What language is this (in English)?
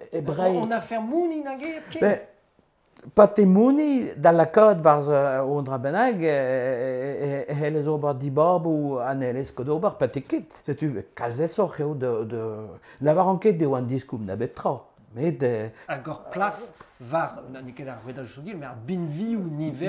Breton